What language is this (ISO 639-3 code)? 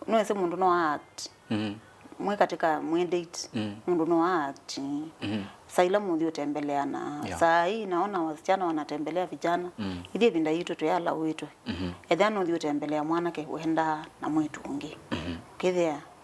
kam